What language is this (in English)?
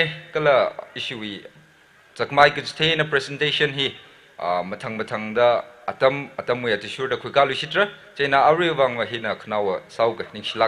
Tangkhul Naga (India)